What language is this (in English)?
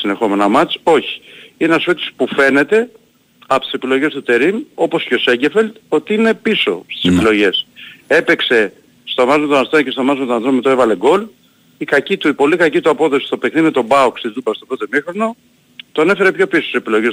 Greek